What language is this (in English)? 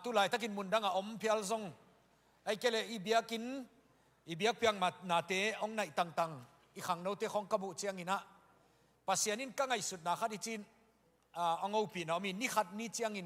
Tedim Chin